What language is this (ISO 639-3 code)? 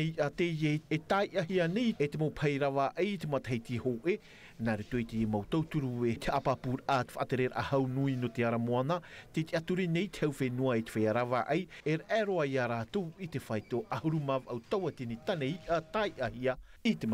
tah